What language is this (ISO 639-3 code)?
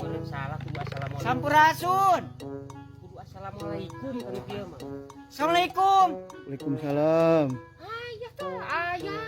sun